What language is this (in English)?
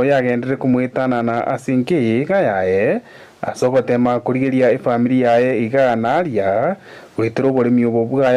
Gusii